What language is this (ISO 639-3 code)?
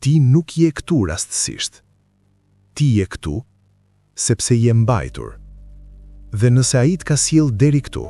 sqi